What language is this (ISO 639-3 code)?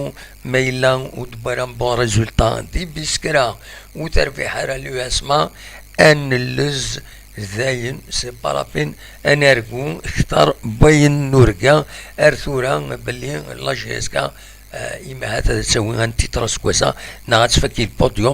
kab